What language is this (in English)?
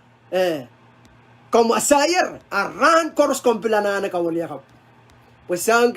Pohnpeian